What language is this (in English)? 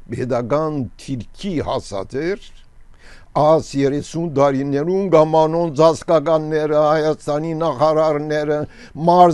Armenian